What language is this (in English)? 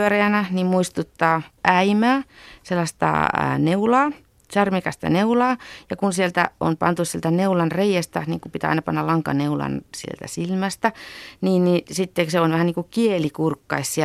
Finnish